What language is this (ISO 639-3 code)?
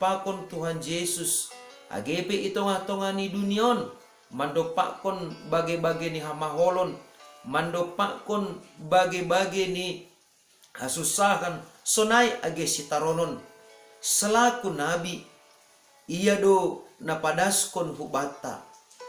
bts